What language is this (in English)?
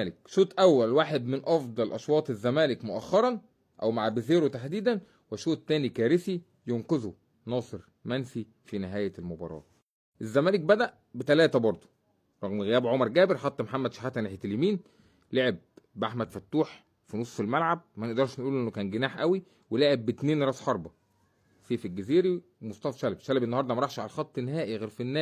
Egyptian Arabic